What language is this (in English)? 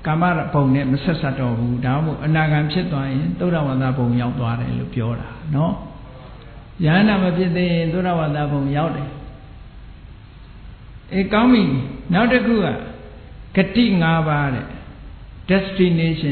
Burmese